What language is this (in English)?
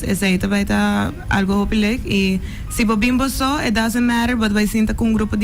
Papiamento